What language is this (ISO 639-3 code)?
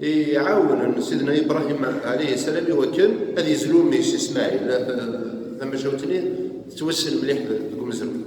kab